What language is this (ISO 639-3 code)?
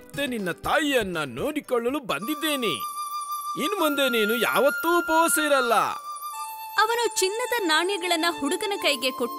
kan